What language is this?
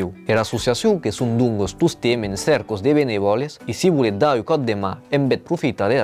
Occitan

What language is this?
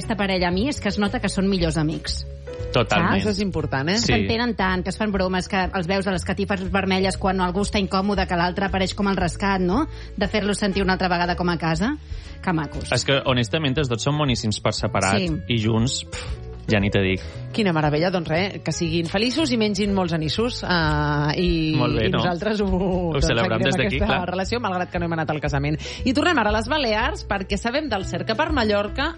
Catalan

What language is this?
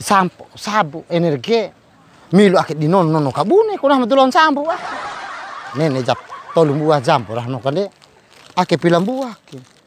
Bima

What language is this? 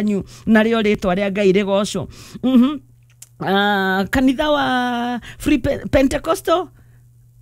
Kikuyu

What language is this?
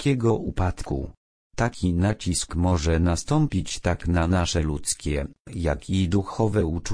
Polish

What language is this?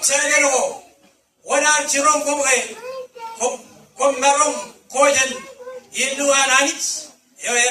Marshallese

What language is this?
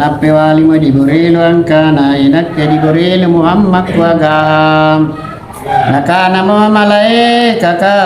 Makasar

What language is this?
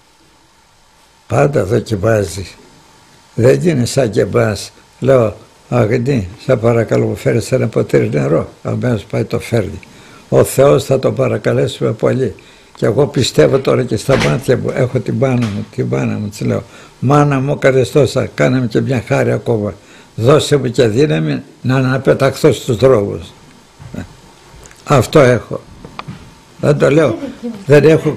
Greek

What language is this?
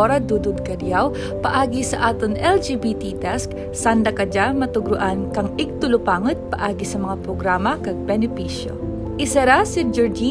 Kinaray-a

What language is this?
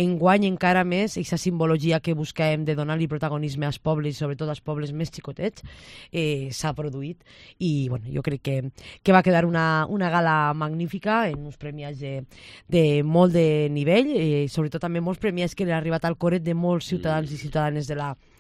Catalan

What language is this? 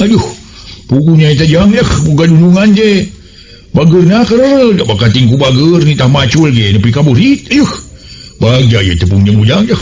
Sundanese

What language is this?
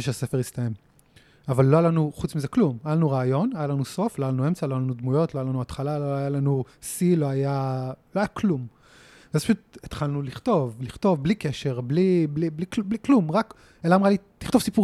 Hebrew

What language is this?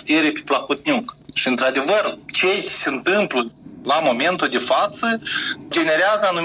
Romanian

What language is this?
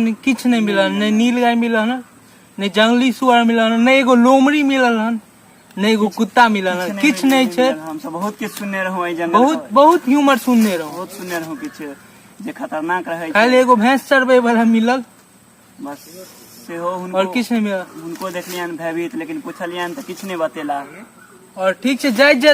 Maithili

